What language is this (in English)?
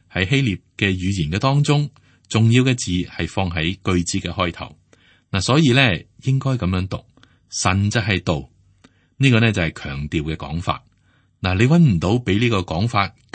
Cantonese